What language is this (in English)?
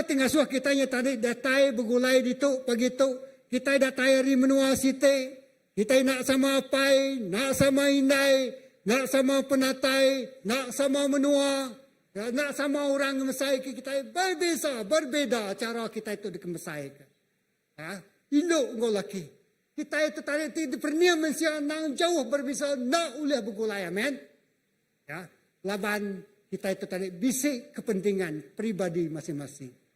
Iban